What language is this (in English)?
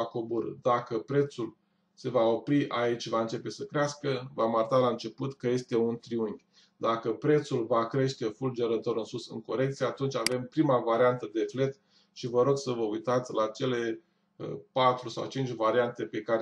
Romanian